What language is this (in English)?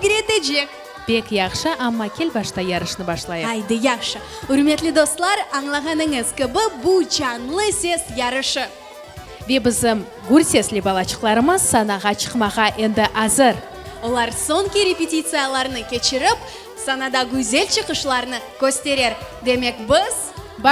Crimean Tatar